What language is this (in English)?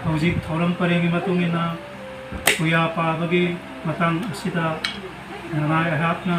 Manipuri